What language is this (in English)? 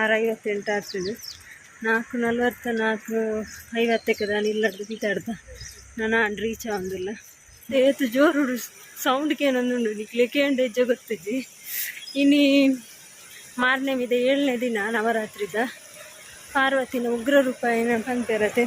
Tulu